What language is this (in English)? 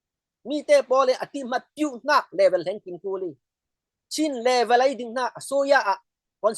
Falam Chin